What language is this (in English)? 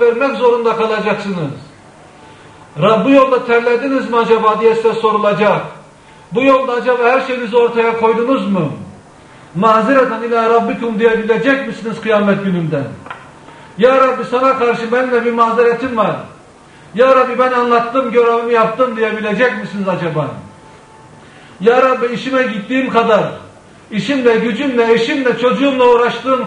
Turkish